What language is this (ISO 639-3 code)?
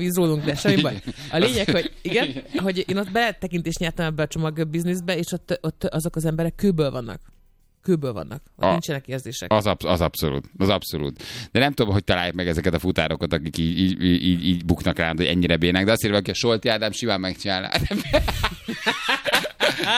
hun